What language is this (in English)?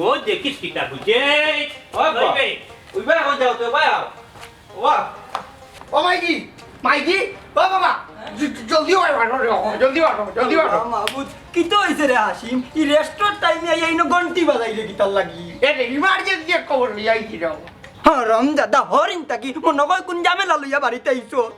Sylheti